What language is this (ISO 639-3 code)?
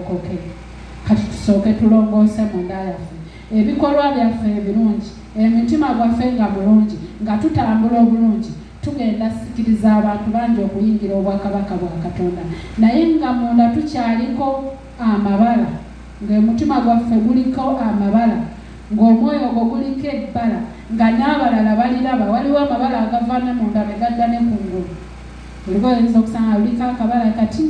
lug